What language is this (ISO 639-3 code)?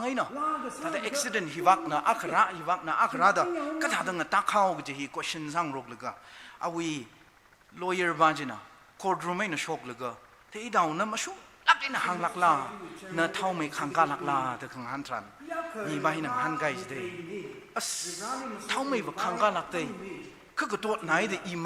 nmf